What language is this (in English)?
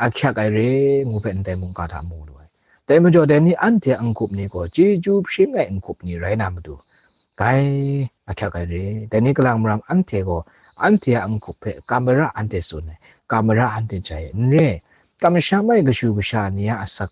Kachin